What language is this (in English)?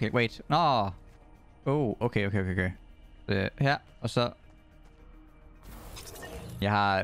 Danish